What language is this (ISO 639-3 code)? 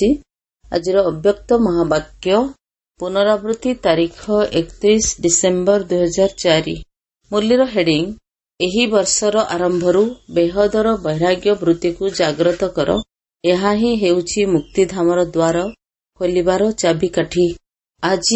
ori